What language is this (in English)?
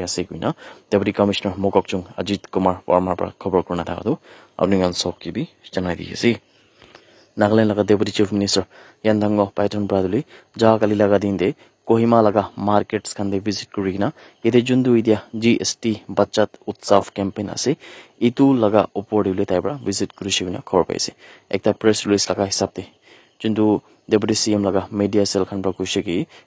Naga Pidgin